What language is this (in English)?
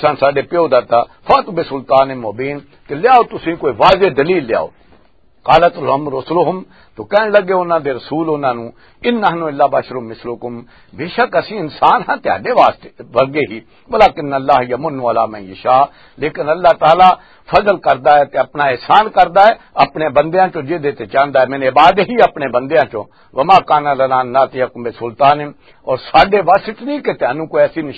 Western Panjabi